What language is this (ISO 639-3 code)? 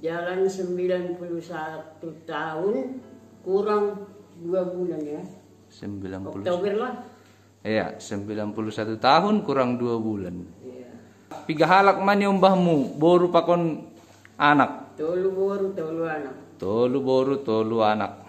bts